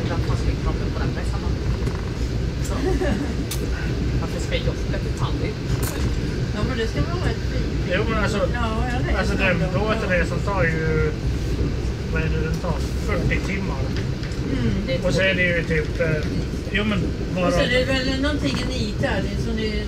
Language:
Swedish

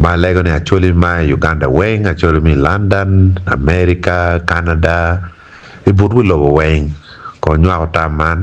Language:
Acoli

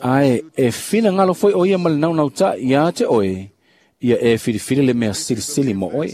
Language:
Samoan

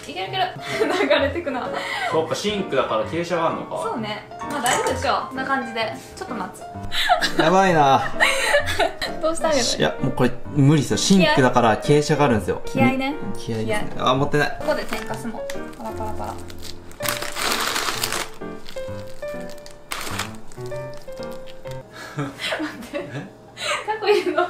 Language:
Japanese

